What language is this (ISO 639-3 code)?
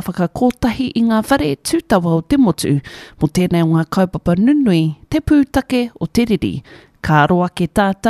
mri